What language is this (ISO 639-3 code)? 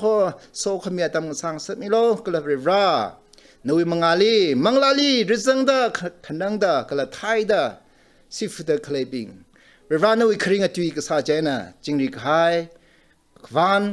nmf